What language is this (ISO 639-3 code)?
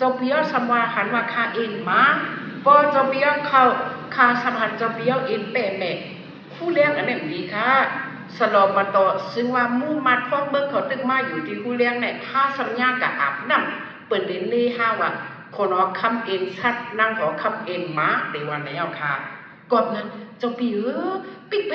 shn